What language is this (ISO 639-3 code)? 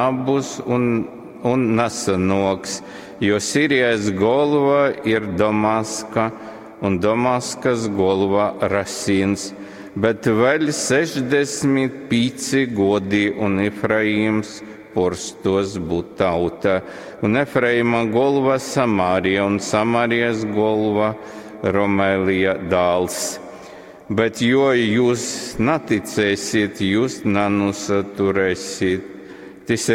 ltg